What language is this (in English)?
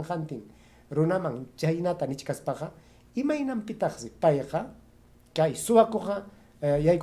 Ayacucho Quechua